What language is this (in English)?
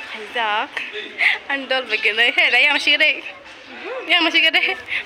Kok Borok